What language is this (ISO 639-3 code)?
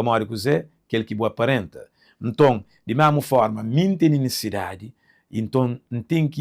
kea